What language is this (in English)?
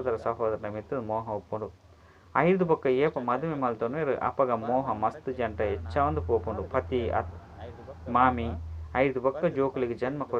Tulu